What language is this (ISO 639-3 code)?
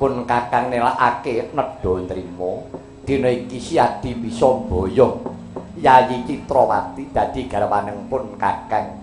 jav